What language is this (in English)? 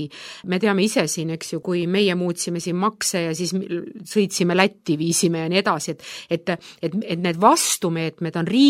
Estonian